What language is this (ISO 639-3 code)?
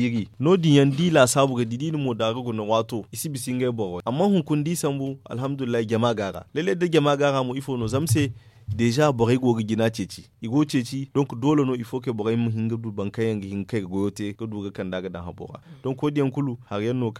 dje